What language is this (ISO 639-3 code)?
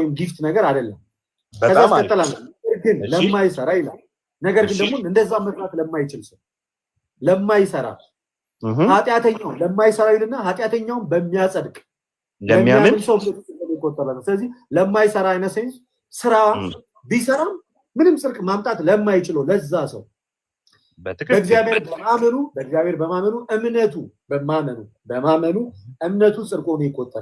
amh